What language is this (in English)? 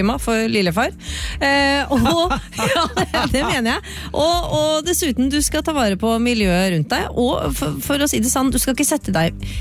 Norwegian